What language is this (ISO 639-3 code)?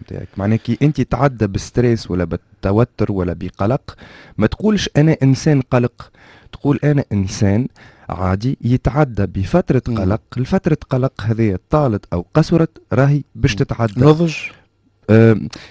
aeb